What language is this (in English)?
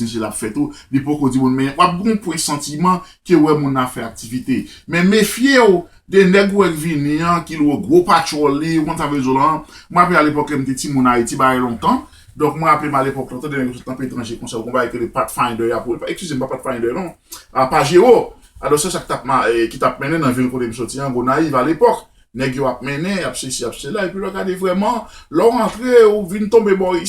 Haitian Creole